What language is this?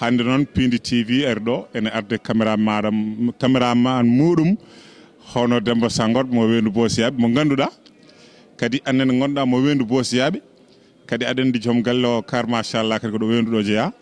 Fula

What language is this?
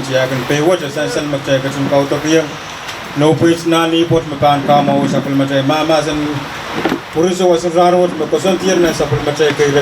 Pohnpeian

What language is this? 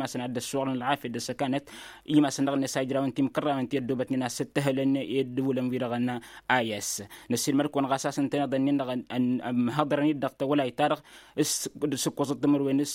Tamasheq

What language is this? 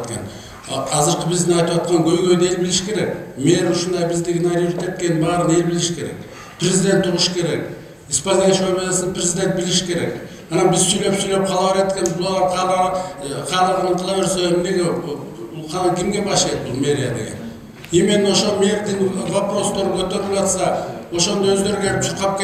Kyrgyz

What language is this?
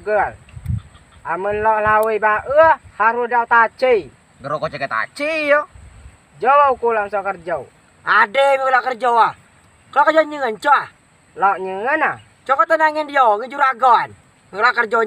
Rejang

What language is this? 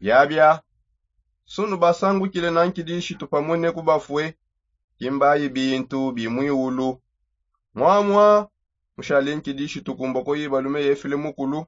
Songe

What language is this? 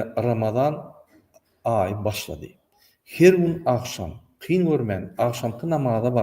Turkmen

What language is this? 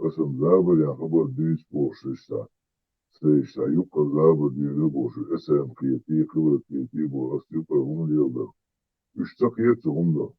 Chechen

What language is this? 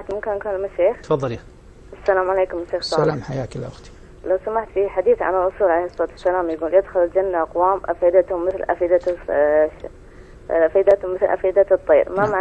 Arabic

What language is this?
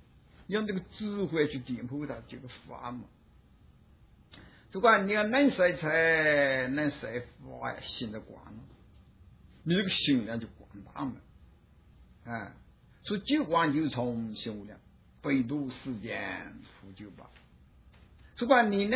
Chinese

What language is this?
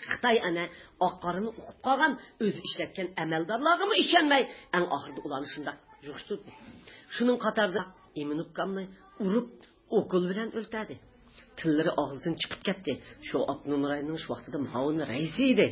Uyghur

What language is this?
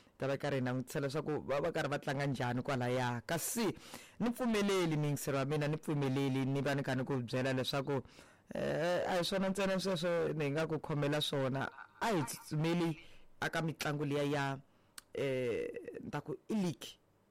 Tsonga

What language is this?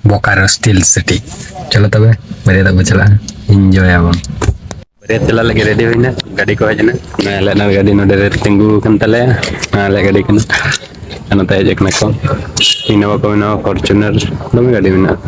Santali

